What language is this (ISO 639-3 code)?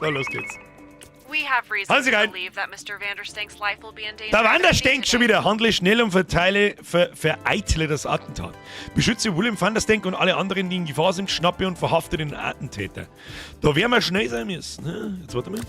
bar